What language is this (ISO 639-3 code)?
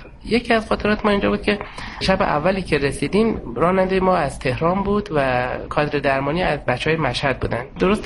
fas